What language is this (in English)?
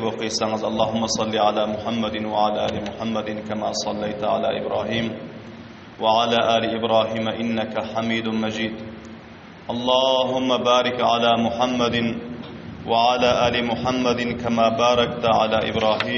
Turkmen